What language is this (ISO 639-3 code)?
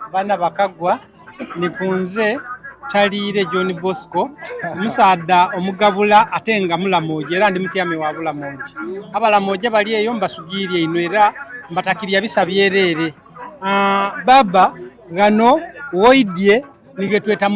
xog